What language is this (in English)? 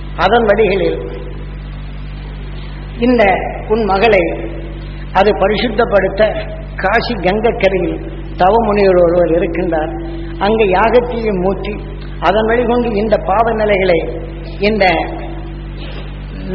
Tamil